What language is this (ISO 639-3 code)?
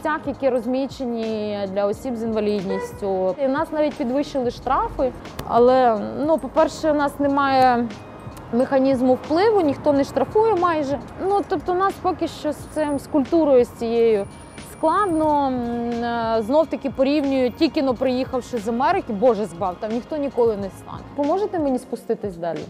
ukr